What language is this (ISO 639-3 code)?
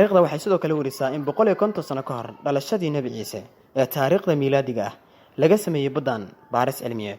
som